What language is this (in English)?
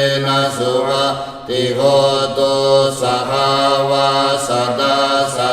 Pali